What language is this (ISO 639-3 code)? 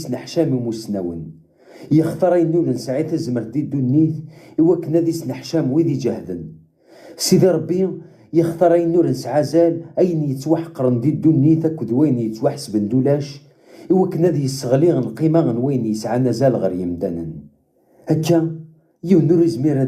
kab